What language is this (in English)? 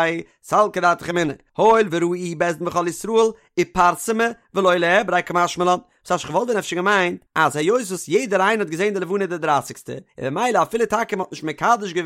Yiddish